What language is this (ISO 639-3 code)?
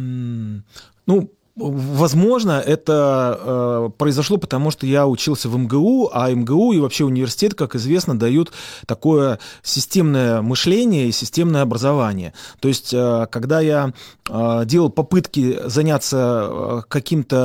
rus